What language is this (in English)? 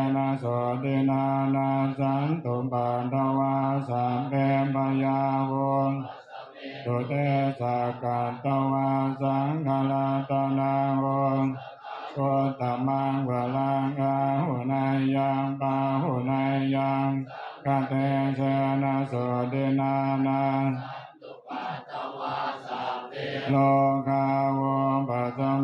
Pali